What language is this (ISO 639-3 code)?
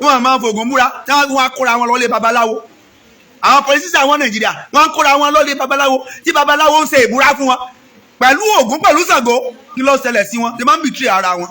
yor